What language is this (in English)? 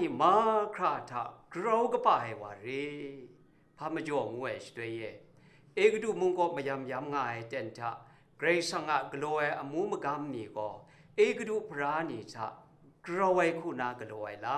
Kachin